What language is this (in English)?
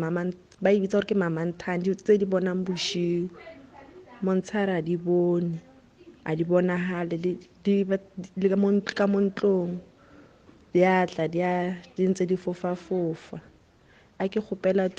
Northern Sotho